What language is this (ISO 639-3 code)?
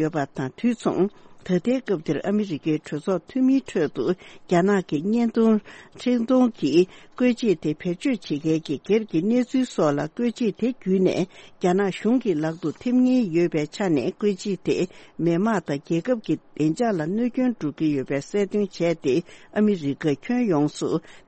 bod